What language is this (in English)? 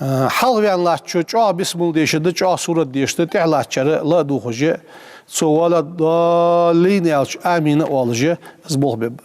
Ingush